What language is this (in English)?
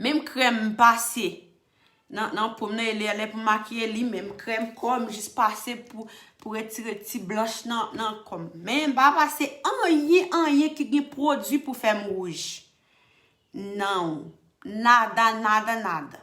Haitian Creole